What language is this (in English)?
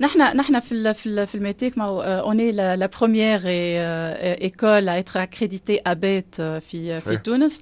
Tunisian Arabic